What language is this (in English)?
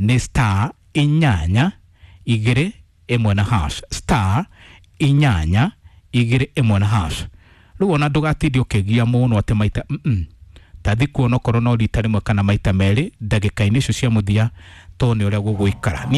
Kikuyu